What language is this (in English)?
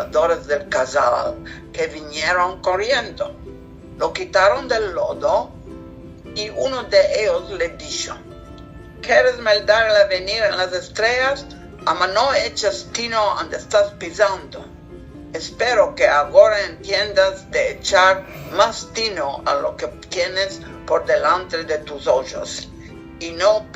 Ladino